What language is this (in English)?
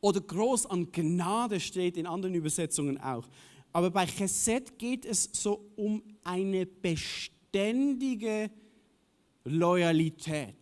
Swiss German